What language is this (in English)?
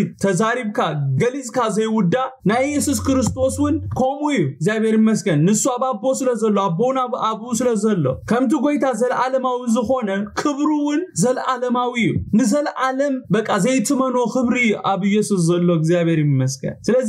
Tigrinya